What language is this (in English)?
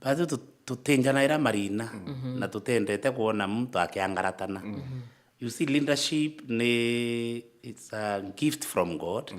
Meru